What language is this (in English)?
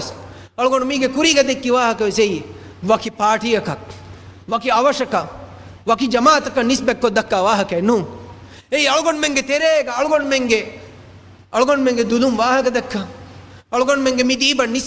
Divehi